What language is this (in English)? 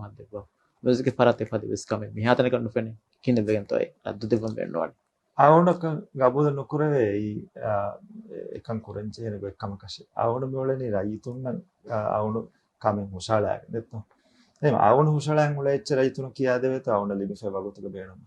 Divehi